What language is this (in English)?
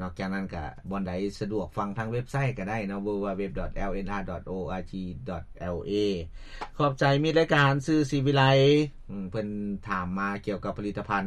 Lao